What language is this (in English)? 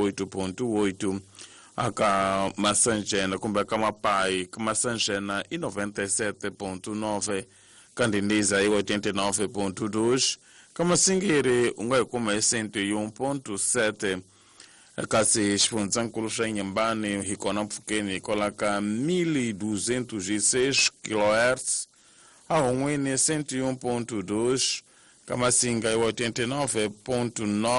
Tsonga